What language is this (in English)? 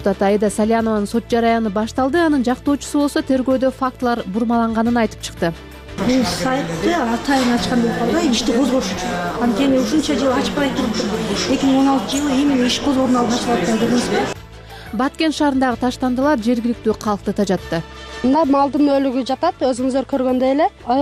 Kyrgyz